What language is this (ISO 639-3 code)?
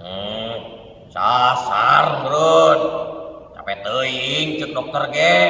sun